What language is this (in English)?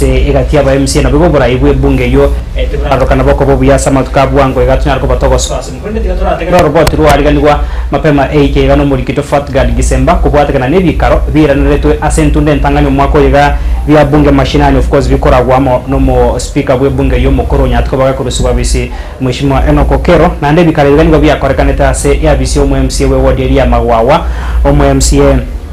Gusii